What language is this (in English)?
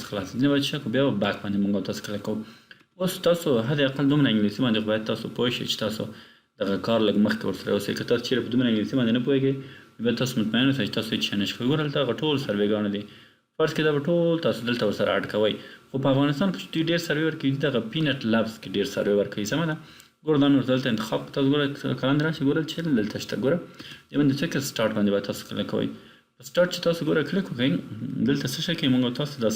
Pashto